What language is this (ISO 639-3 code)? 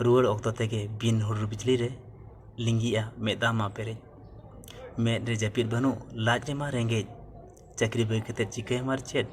sat